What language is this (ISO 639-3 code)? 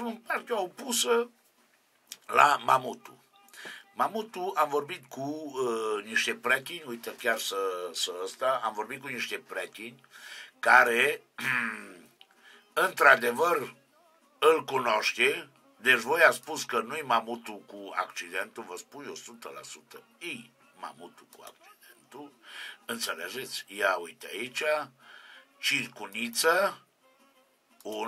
ron